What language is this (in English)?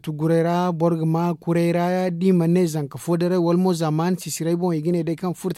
Zarma